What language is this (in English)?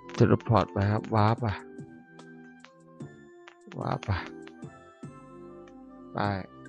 Thai